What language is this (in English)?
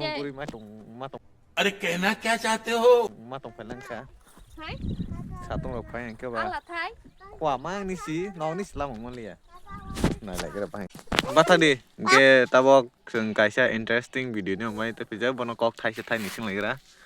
Kok Borok